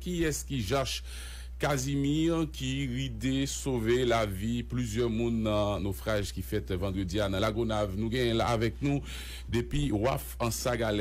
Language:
Haitian Creole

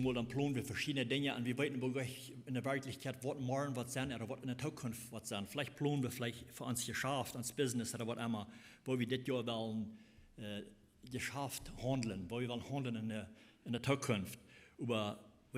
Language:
Plautdietsch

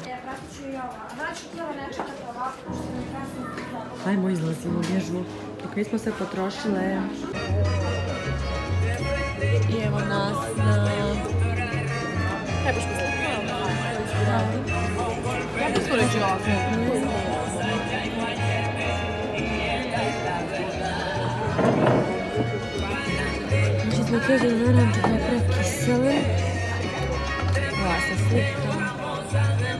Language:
Croatian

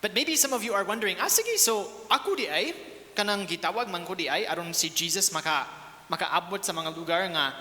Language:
Cebuano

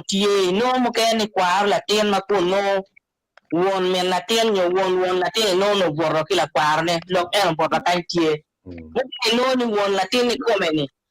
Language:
Acoli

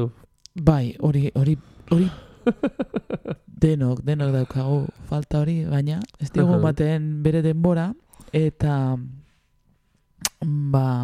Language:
Basque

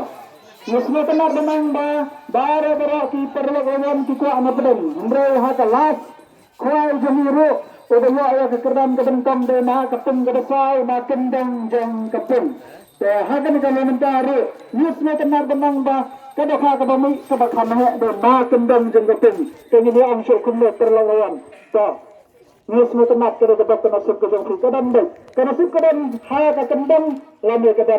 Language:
Khasi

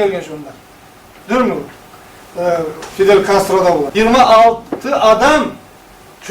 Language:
Kumyk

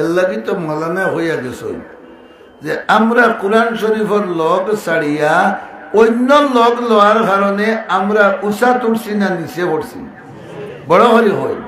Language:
Sylheti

